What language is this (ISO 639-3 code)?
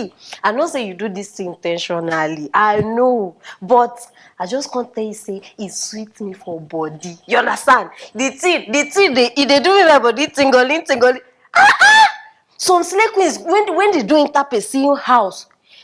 pcm